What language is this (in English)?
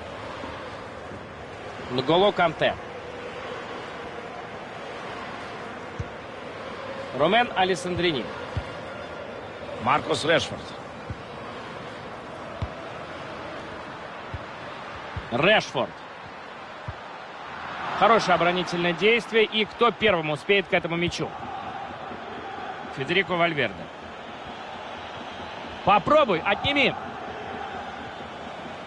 Russian